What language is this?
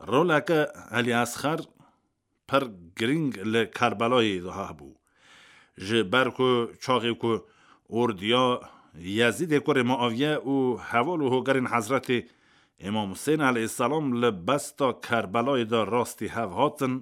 Kurdish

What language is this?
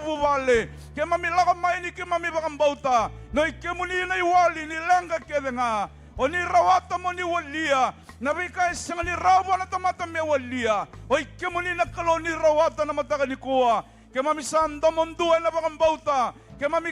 Fijian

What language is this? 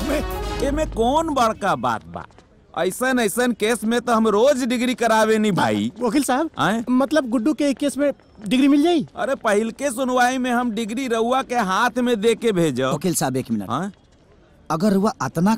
Bhojpuri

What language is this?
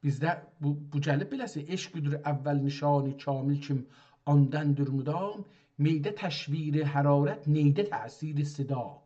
South Azerbaijani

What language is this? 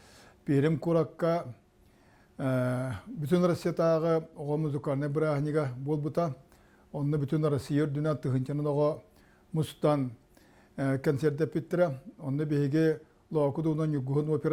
Yakut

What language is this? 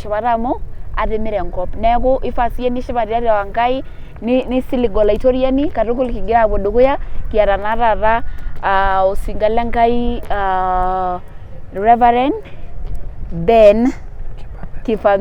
Masai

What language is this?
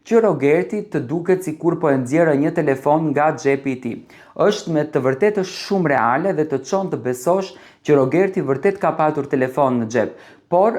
Albanian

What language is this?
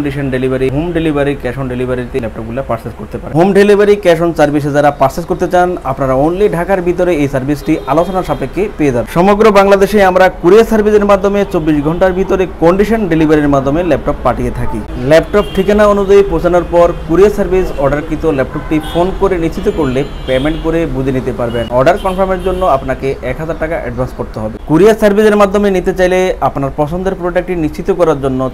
Bangla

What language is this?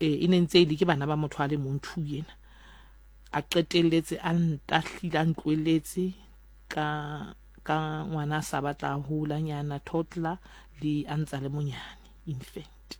Southern Sotho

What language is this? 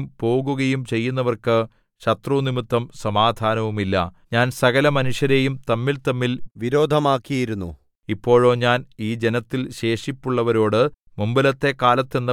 Malayalam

